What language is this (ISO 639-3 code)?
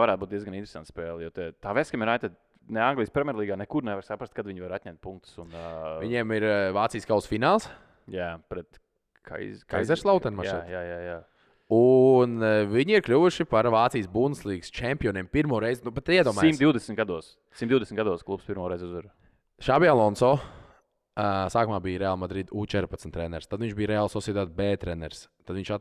lav